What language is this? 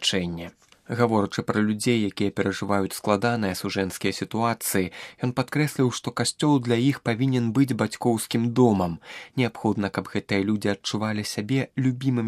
Belarusian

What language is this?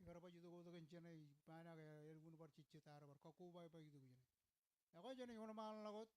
Marshallese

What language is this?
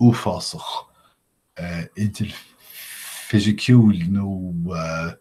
Irish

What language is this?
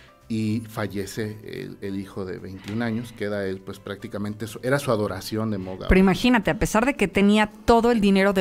Spanish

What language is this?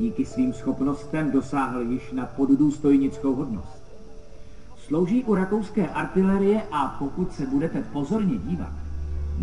Czech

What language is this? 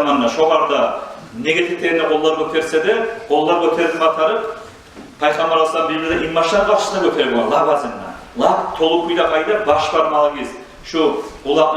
Kumyk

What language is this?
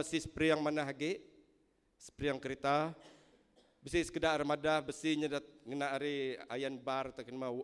Iban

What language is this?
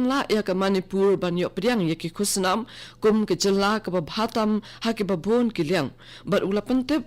Khasi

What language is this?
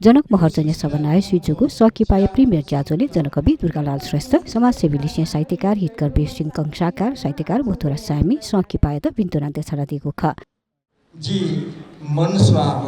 Newari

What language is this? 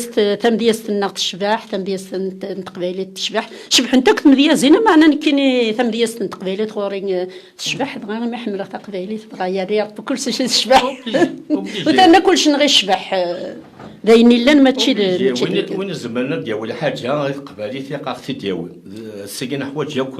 Kabyle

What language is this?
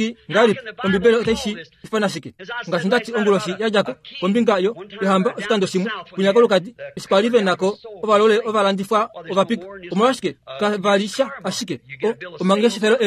Kuanyama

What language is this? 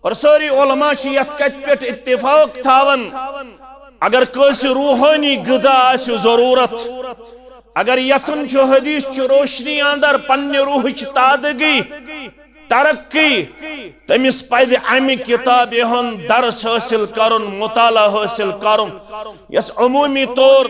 Kashmiri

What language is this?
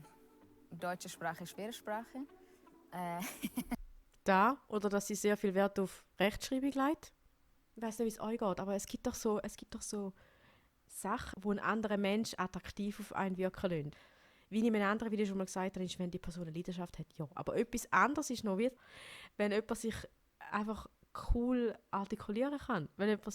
Swiss German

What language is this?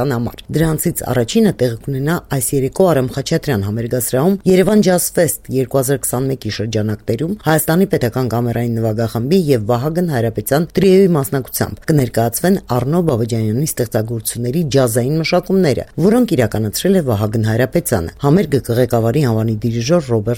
Armenian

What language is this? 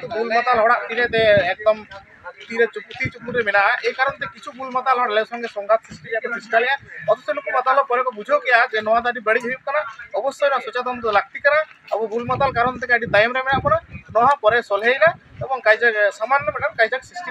Santali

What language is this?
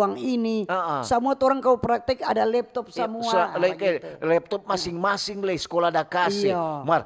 Manado Malay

